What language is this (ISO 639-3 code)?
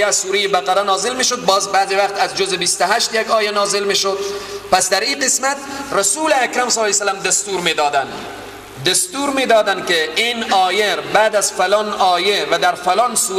fas